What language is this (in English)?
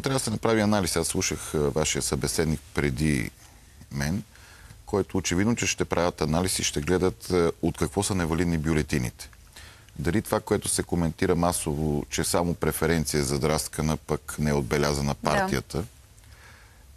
Bulgarian